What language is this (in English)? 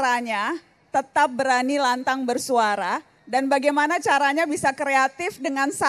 Indonesian